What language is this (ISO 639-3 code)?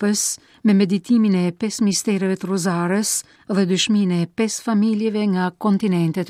sqi